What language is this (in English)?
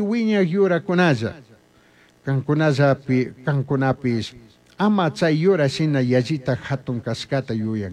Chimborazo Highland Quichua